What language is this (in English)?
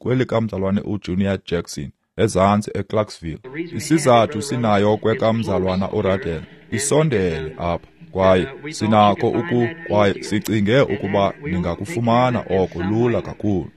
Xhosa